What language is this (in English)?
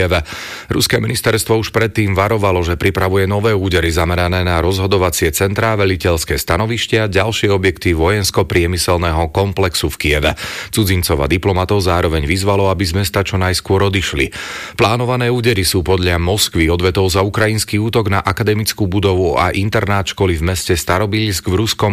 Slovak